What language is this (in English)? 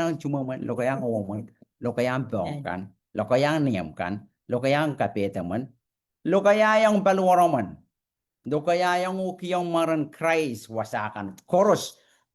Pohnpeian